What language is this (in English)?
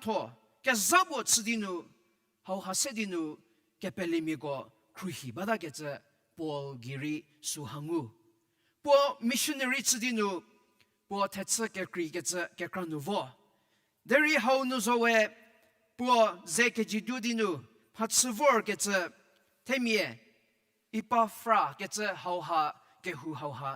Angami Naga